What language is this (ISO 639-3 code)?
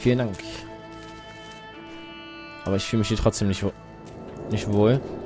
deu